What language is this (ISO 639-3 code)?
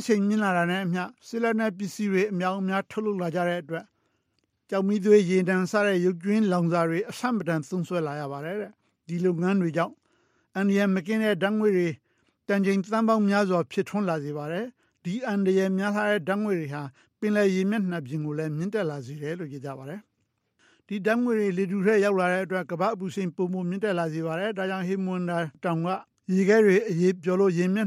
mya